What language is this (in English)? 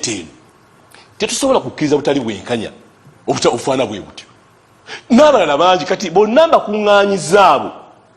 Ganda